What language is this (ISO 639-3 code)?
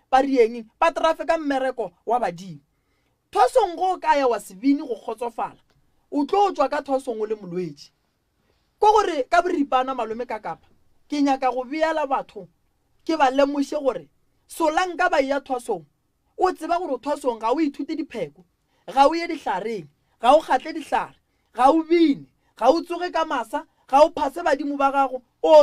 nso